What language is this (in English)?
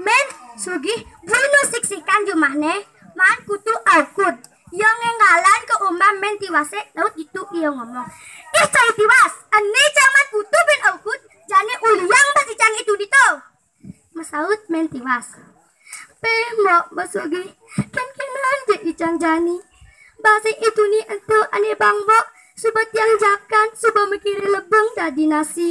Balinese